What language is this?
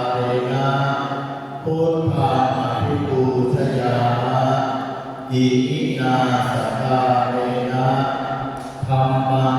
Pali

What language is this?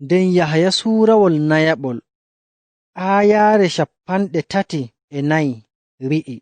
Nigerian Fulfulde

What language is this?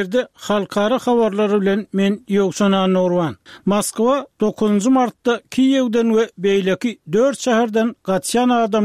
Turkmen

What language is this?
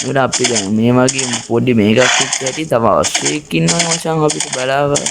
Sinhala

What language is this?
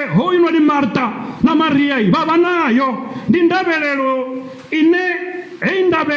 Venda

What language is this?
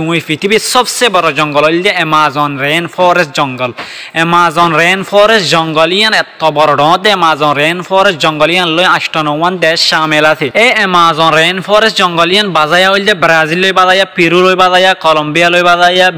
Rohingya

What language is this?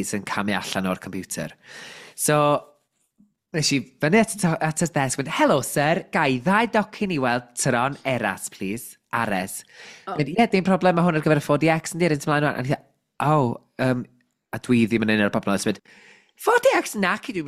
Welsh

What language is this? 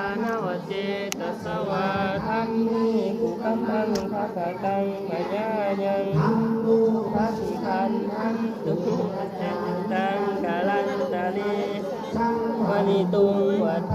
Pali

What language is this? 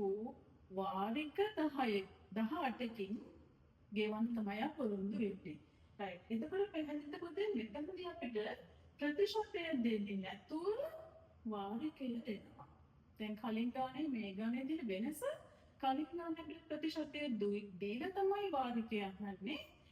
Sinhala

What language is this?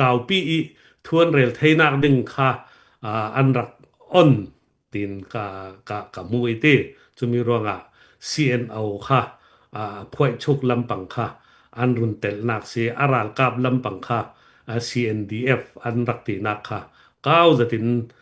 Falam Chin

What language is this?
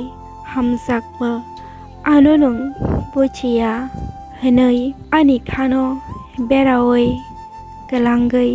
Kok Borok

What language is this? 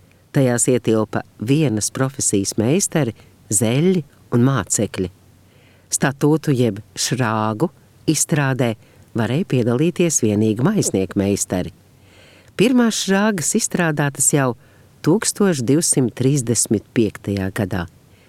Latvian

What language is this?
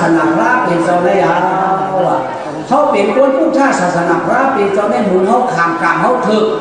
Shan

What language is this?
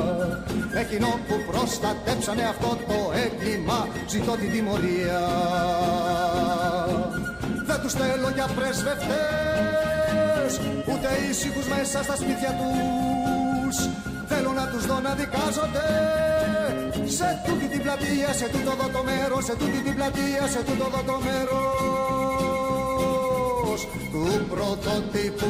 Greek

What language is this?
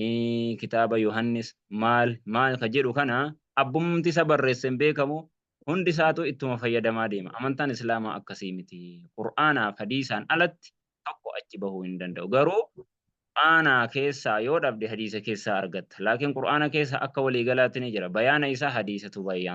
Oromo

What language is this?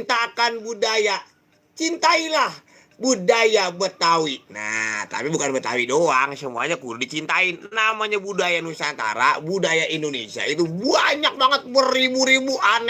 Betawi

